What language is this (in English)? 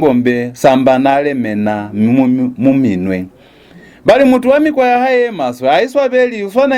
Lozi